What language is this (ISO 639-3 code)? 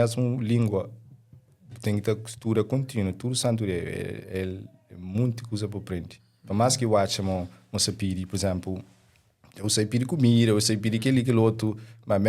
kea